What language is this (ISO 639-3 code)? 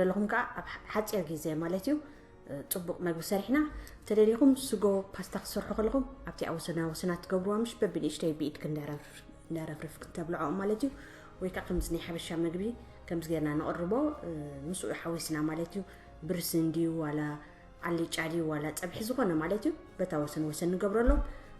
tir